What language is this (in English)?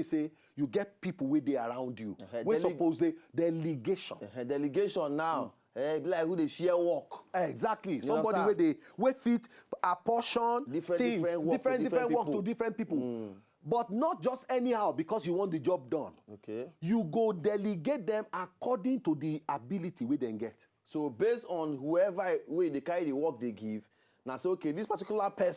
Nigerian Pidgin